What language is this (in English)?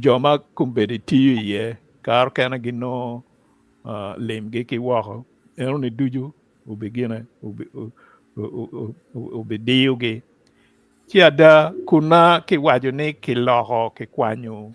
Acoli